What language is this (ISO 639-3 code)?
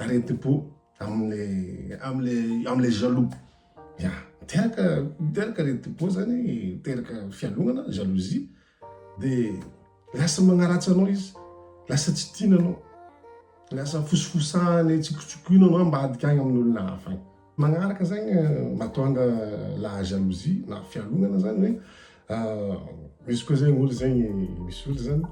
mlg